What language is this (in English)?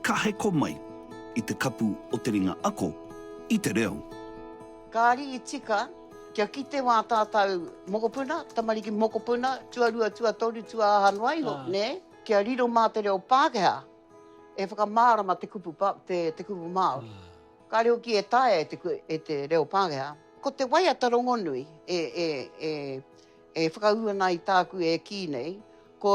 Māori